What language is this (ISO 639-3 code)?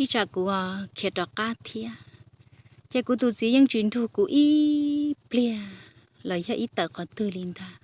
hmn